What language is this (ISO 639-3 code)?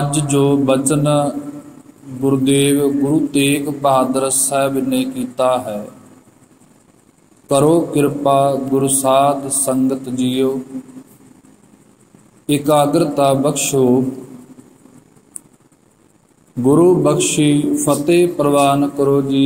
pan